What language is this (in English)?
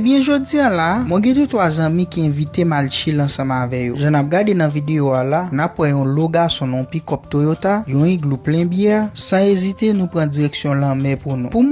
Haitian Creole